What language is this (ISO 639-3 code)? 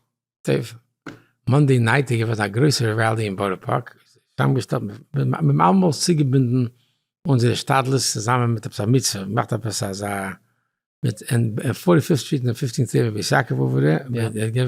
yid